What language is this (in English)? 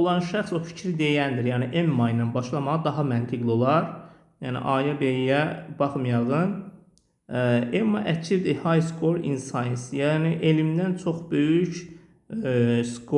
Azerbaijani